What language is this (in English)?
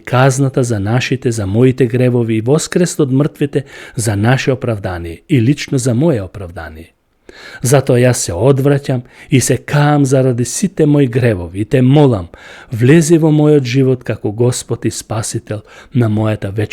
Macedonian